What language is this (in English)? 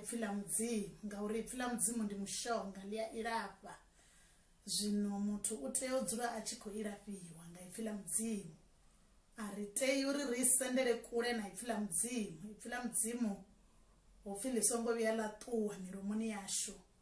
Venda